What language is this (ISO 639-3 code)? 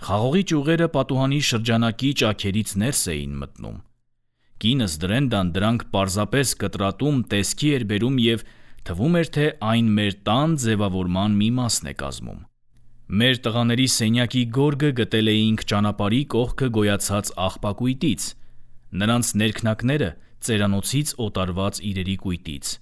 hye